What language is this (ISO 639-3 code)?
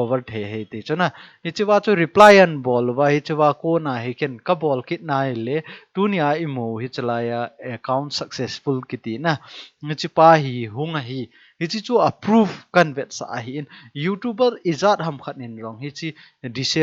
tcz